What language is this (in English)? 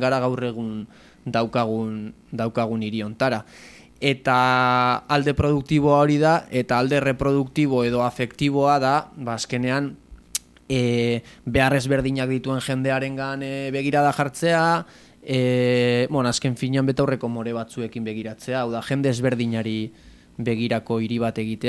Basque